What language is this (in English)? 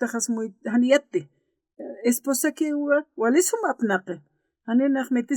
Aymara